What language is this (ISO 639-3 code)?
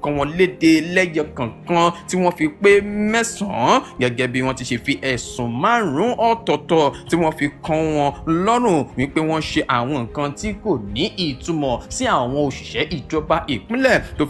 yor